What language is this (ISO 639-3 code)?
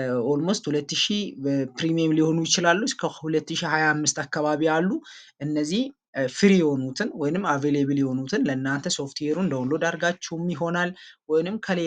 amh